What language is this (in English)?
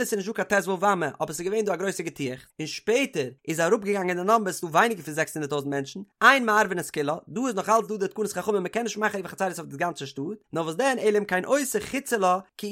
Yiddish